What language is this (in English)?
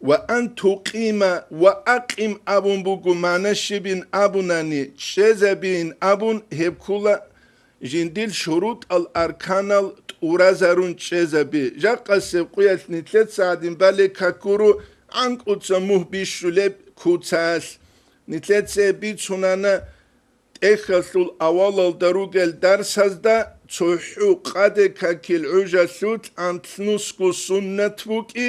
Avaric